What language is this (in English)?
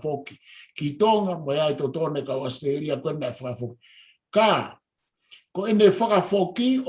Tongan